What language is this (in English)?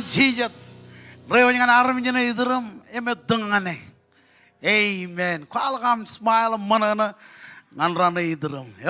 Marshallese